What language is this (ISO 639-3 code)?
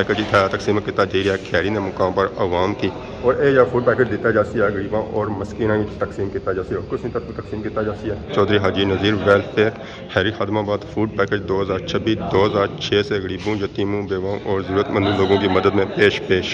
phr